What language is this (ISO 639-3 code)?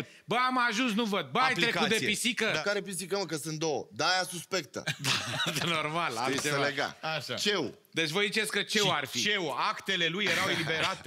ron